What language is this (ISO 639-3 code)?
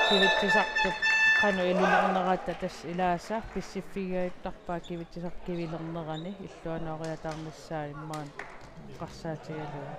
kal